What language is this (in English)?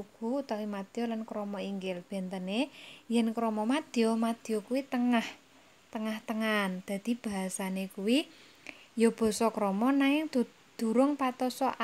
Javanese